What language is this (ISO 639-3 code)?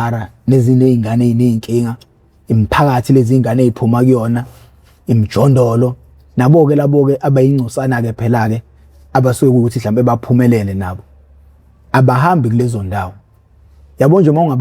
zul